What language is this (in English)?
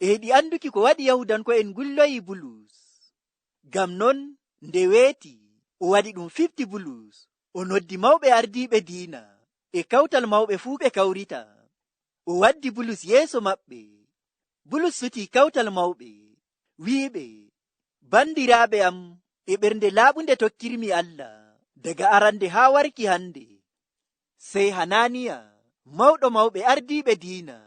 Nigerian Fulfulde